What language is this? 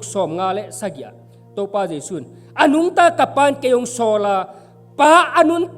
Tedim Chin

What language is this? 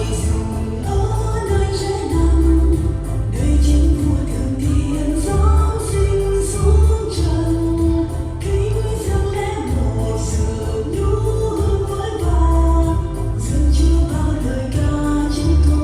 Central Mnong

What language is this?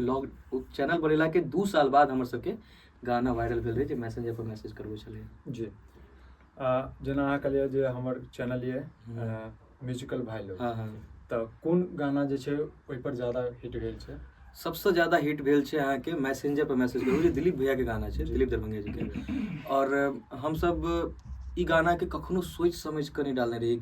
Maithili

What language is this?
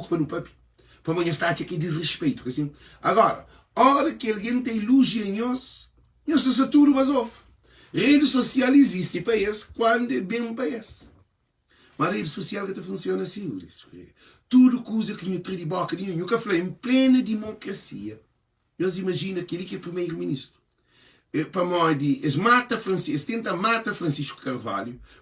Kabuverdianu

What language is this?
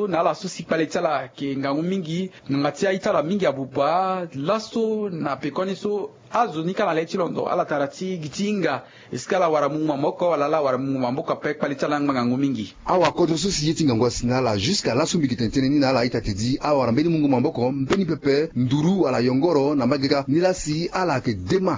Sango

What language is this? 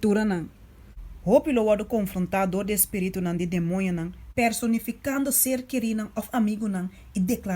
Papiamento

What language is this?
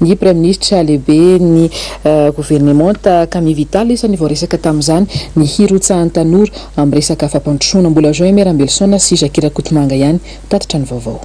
Malagasy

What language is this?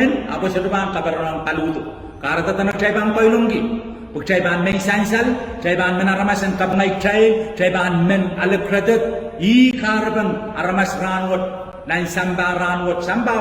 Pohnpeian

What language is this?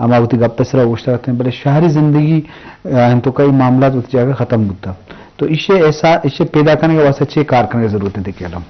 Eastern Balochi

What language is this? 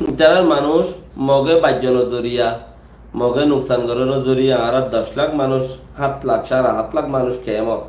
Rohingya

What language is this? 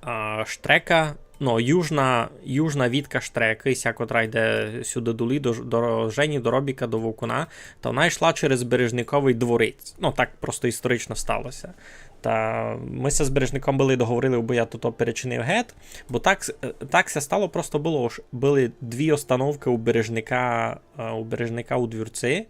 Rusyn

